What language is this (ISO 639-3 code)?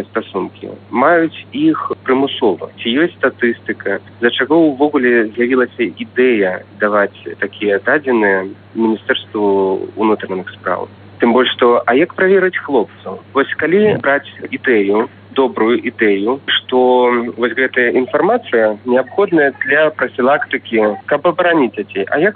bel